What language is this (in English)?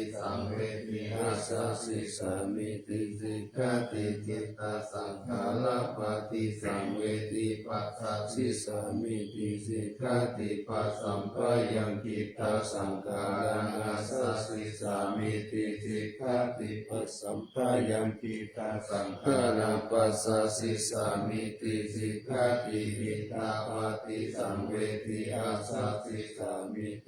Pali